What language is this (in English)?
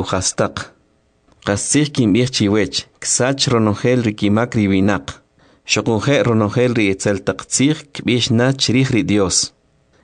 Kʼicheʼ